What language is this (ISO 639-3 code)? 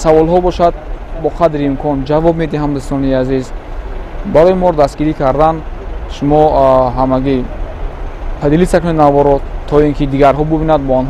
tgk